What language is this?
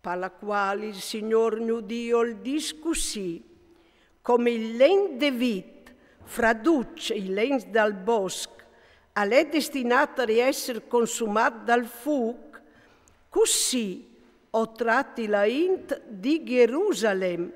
Friulian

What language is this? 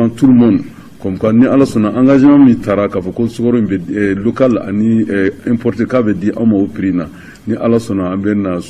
Bambara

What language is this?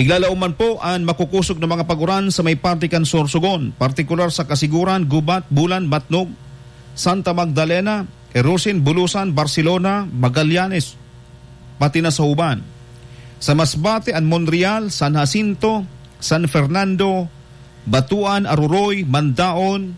Bikol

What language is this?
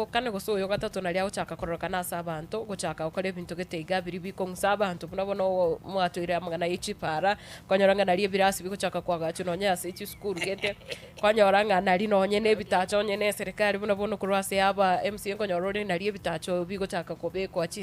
Gusii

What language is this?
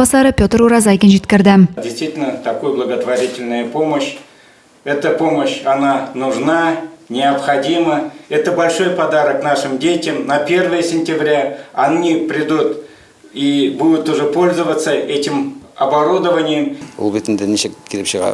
Tatar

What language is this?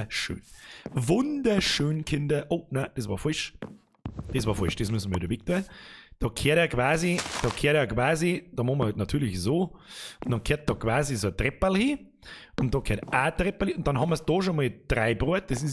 Bavarian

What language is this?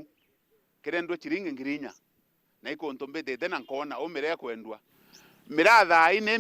Meru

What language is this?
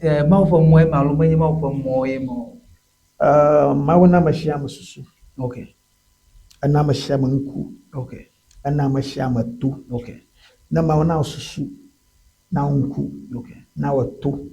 Ewe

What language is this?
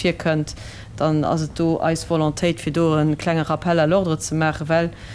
Luxembourgish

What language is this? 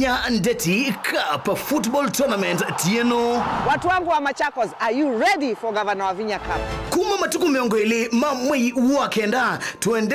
Kamba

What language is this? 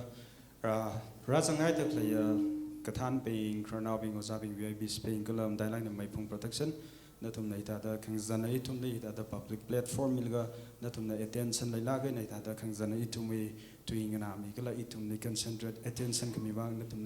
Tangkhul Naga (India)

